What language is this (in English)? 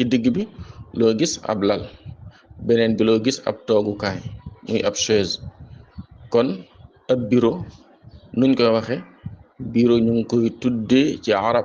Wolof